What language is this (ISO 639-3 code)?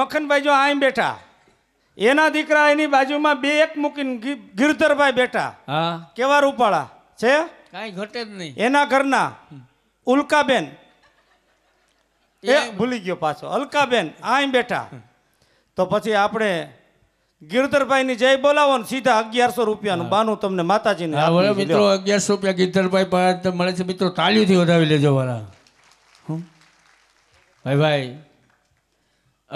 guj